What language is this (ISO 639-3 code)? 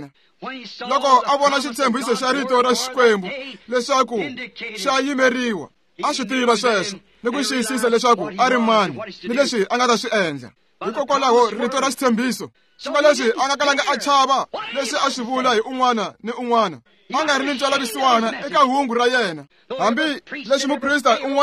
tso